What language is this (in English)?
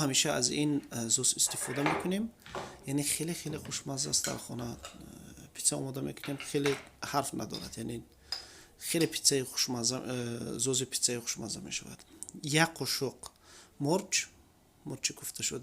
Tajik